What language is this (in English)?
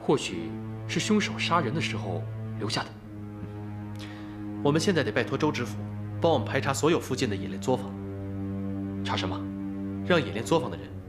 Chinese